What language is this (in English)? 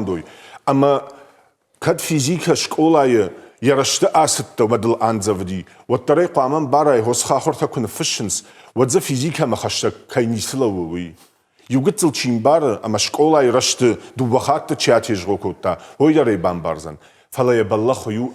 Ossetic